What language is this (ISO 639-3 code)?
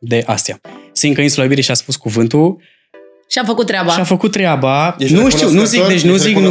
ron